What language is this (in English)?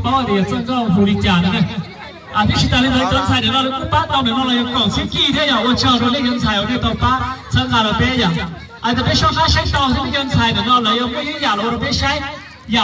Hmong